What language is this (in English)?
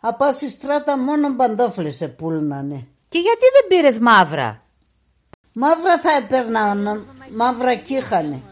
Pontic